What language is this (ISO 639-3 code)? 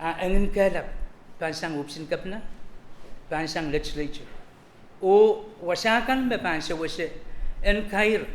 pon